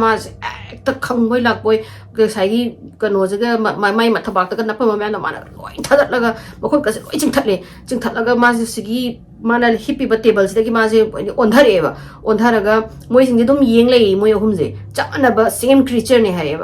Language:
Manipuri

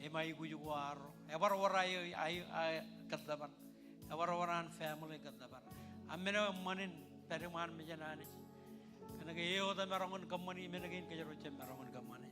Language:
Marshallese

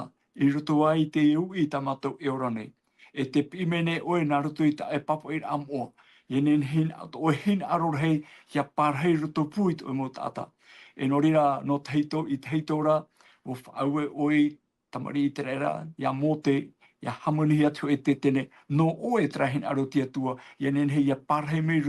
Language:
Tahitian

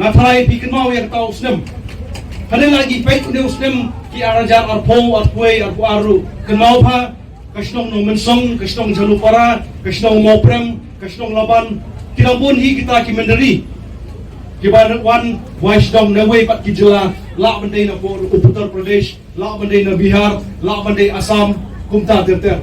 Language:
Khasi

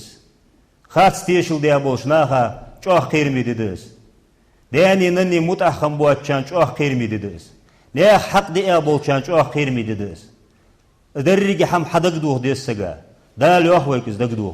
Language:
Ingush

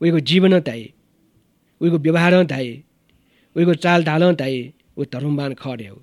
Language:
Newari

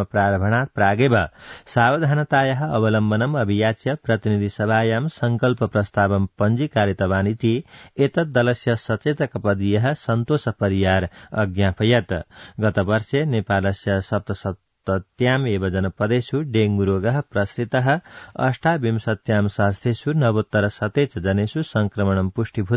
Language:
Sanskrit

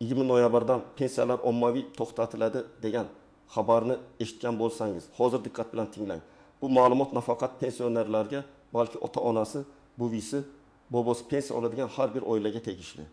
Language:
Uzbek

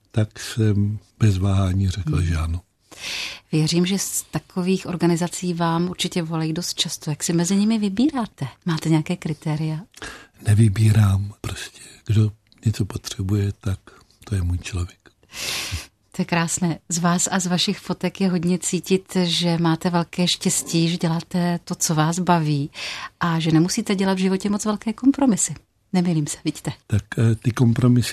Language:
Czech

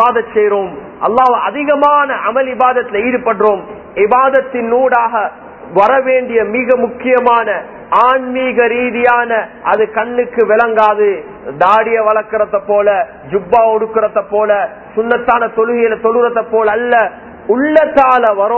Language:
Tamil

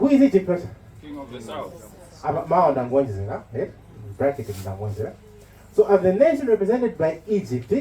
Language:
Nyanja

